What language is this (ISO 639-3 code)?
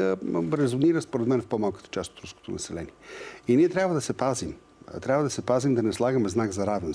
bul